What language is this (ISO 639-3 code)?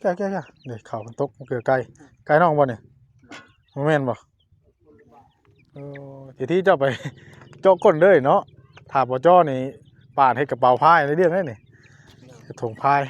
tts